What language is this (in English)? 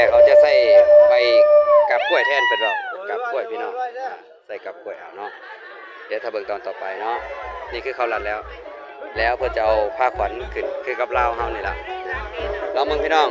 Lao